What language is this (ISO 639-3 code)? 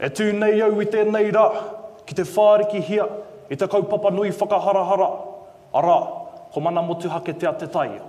mri